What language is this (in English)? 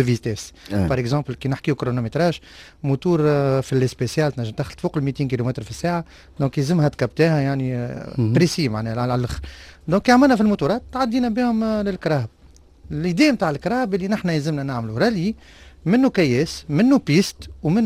Tunisian Arabic